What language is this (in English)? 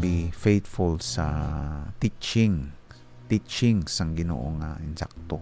Hiligaynon